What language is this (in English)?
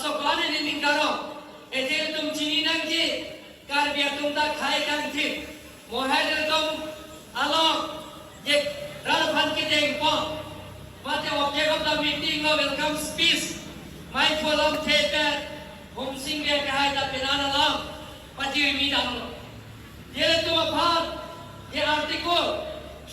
Karbi